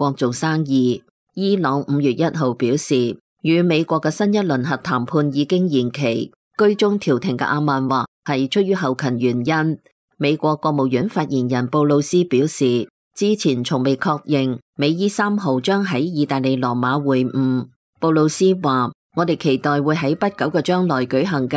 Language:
Cantonese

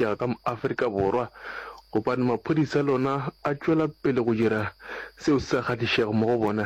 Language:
Northern Sotho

